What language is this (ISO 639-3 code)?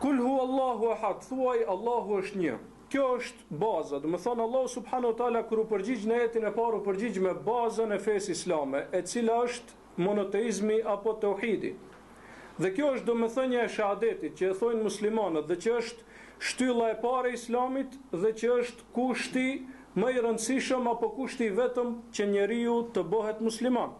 sqi